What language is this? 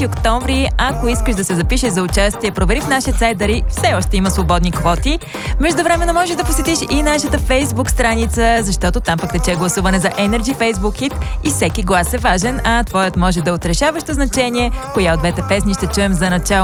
Bulgarian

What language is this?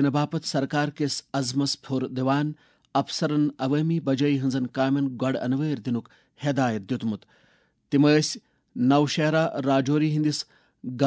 Kashmiri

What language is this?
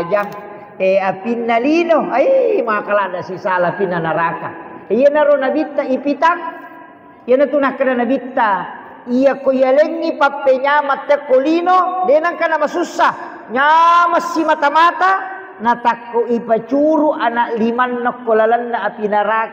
Buginese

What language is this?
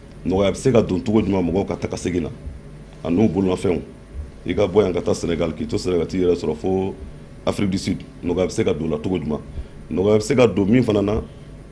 Bambara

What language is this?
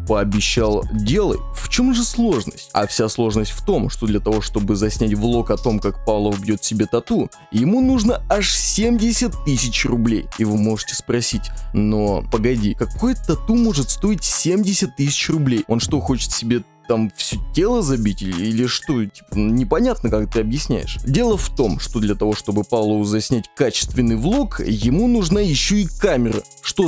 Russian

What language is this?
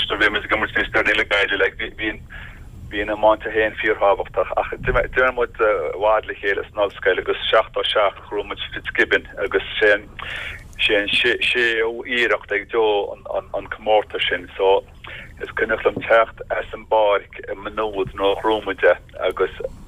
Irish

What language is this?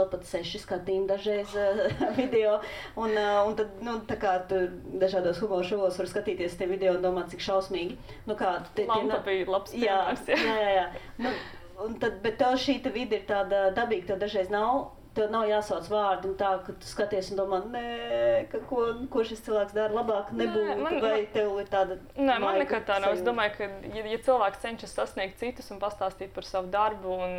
Latvian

